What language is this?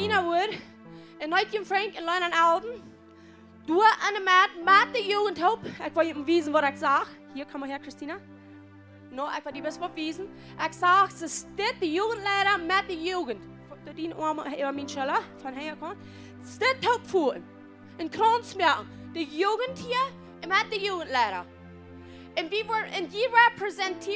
Plautdietsch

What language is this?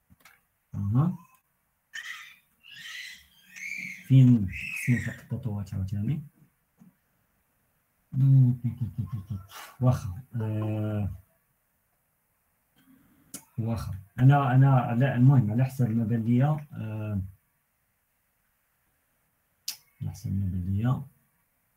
Moroccan Arabic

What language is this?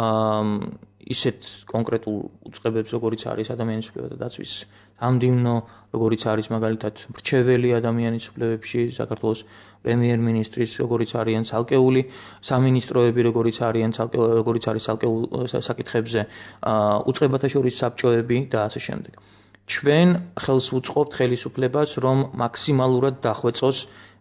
Georgian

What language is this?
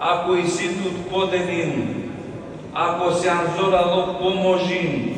Balkan Romani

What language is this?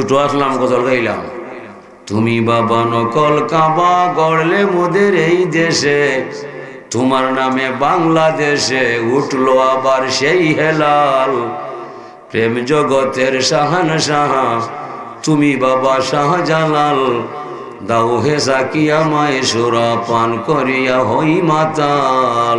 Sylheti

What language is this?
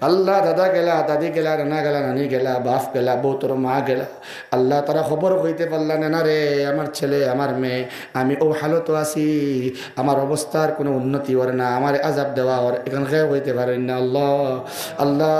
Sylheti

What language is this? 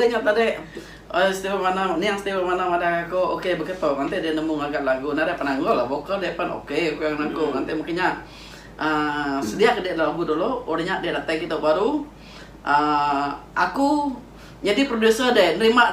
Iban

